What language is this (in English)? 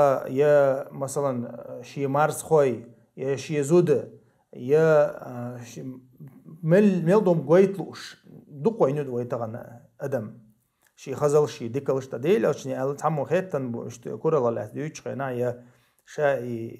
Chechen